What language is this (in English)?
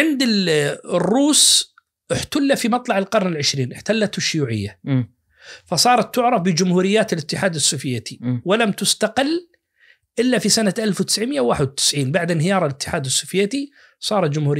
Najdi Arabic